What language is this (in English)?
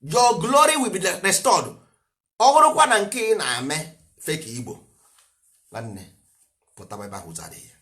Igbo